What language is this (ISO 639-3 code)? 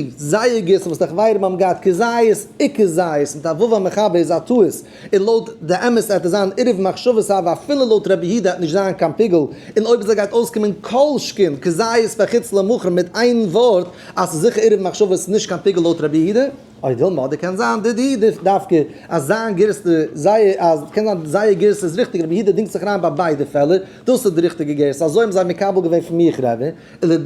yid